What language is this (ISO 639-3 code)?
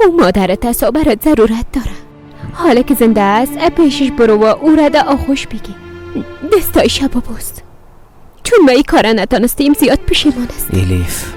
fas